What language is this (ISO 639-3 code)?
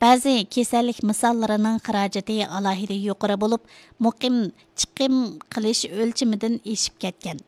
uig